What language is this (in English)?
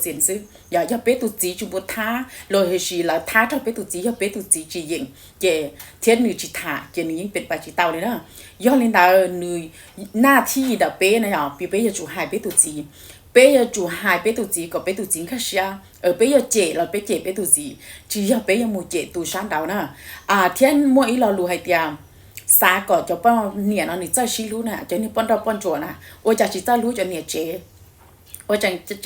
Hmong